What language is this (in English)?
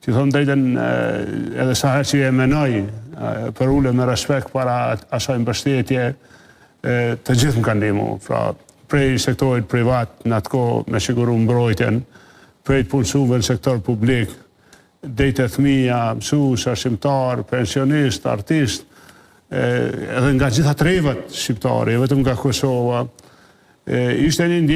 Albanian